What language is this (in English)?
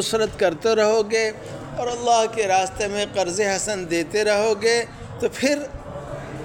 Urdu